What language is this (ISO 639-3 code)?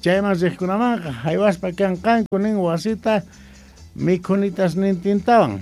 que